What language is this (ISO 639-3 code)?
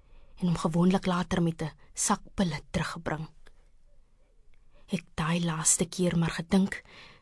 afr